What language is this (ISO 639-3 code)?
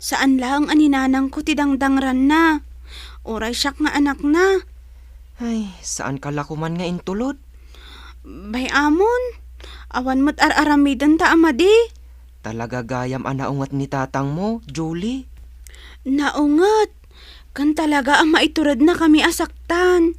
ilo